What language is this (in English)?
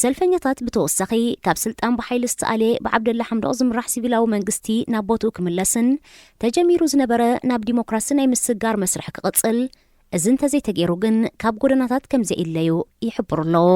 Tigrinya